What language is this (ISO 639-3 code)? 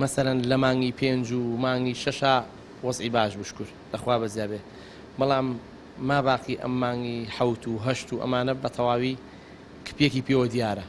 ckb